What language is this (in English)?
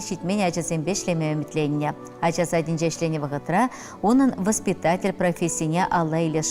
Chuvash